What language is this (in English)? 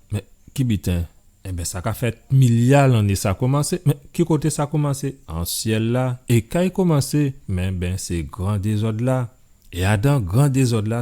Guadeloupean Creole French